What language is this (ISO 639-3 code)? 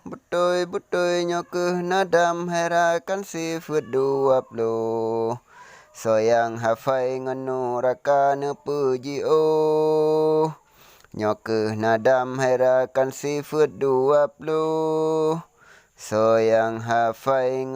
ace